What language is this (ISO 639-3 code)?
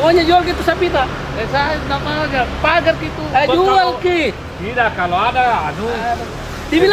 mfp